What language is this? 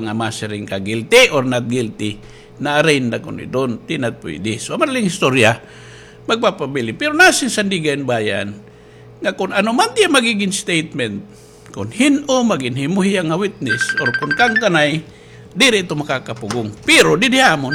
Waray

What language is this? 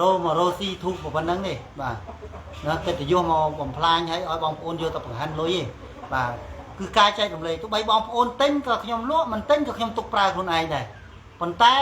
Khmer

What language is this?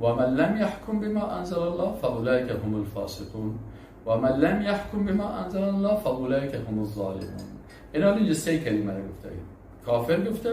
Persian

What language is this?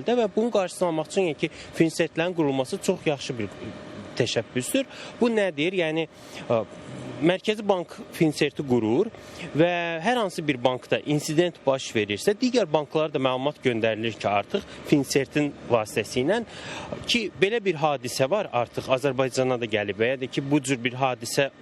Azerbaijani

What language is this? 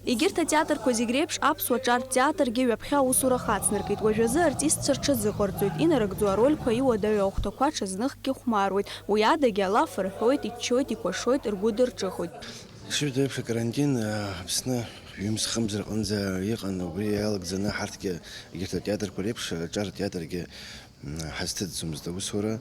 Abkhazian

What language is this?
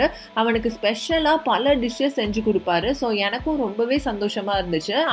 Tamil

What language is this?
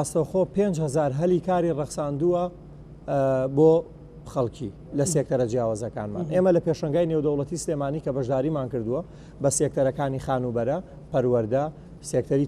Central Kurdish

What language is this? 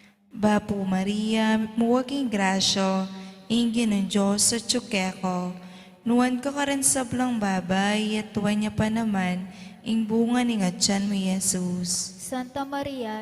Pampanga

